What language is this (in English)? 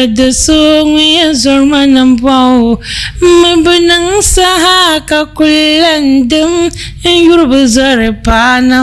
Dagbani